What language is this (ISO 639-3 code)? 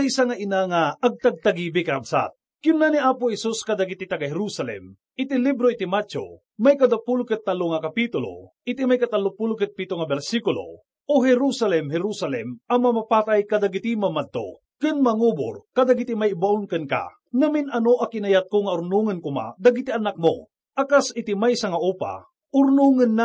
ilo